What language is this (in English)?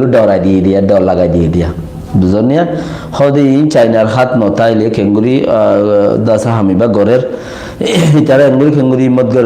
Rohingya